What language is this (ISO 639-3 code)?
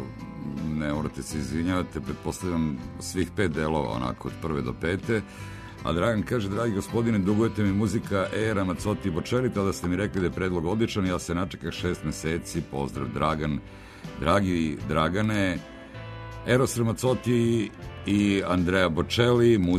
srp